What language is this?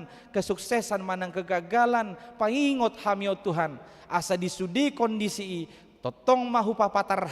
Batak Toba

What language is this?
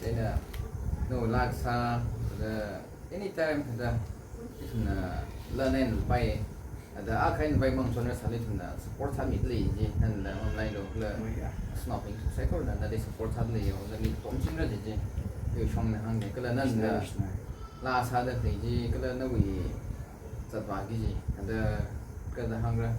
Tangkhul Naga (India)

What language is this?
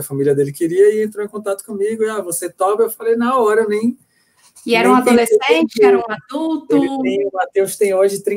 Portuguese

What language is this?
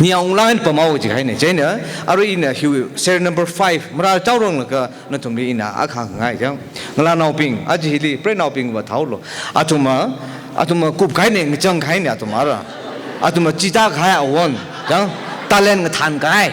Tangkhul Naga (India)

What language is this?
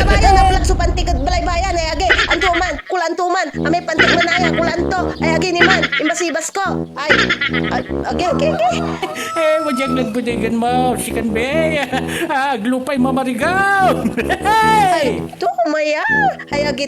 Pangasinan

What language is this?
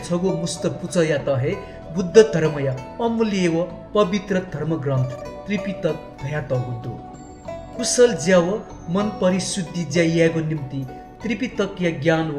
Newari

